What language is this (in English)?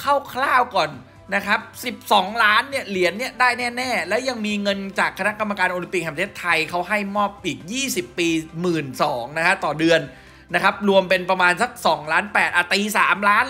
Thai